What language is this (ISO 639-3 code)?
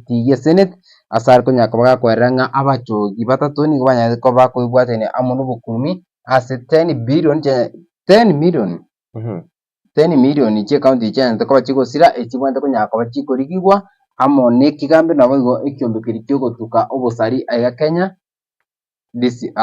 guz